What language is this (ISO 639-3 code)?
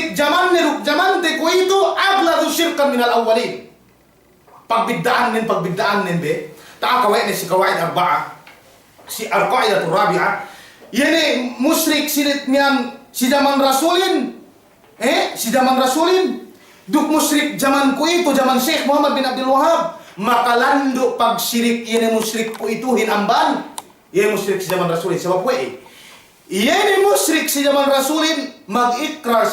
yka